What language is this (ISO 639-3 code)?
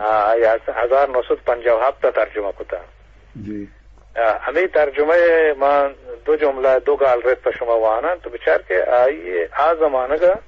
bgp